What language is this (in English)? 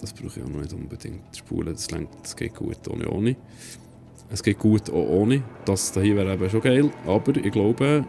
Swiss German